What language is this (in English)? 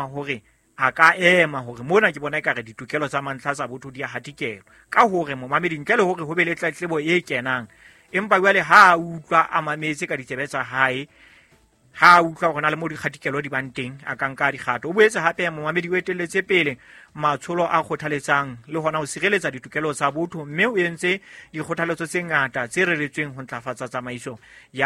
Southern Sotho